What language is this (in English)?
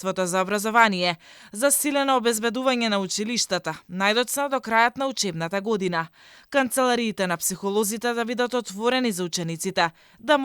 Macedonian